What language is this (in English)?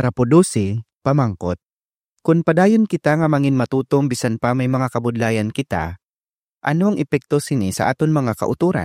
Hiligaynon